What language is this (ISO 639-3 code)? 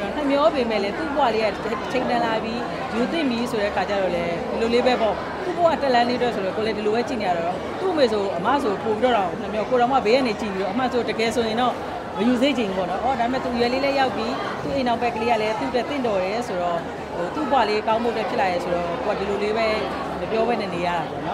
mya